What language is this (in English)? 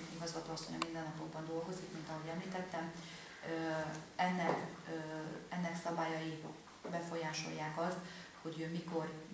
Hungarian